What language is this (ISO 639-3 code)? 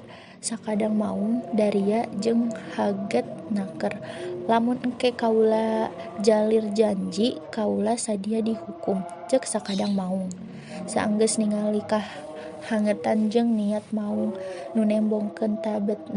sun